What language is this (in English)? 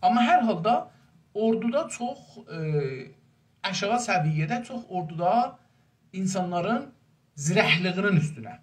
South Azerbaijani